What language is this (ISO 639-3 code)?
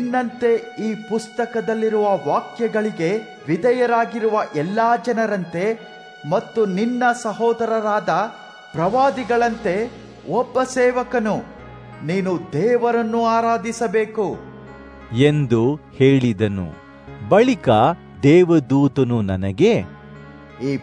kan